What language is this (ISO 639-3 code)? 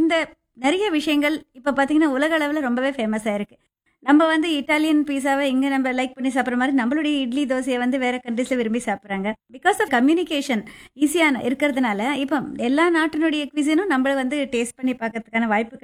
tam